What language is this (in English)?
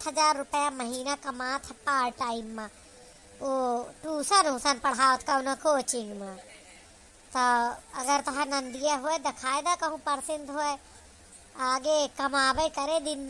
Awadhi